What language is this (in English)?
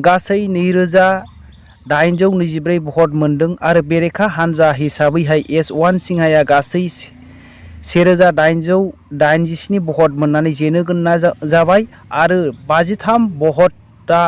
Bodo